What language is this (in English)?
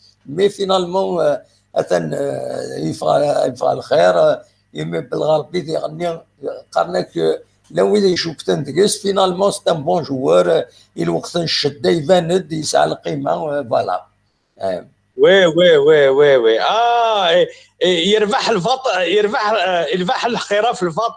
Kabyle